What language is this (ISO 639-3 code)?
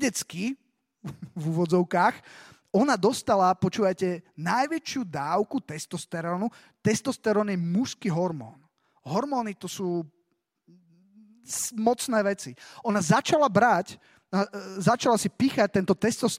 slk